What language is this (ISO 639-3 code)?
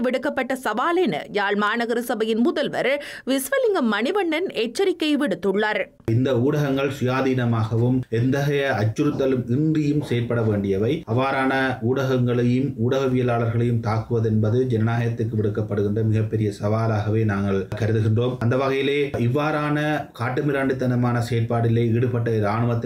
tam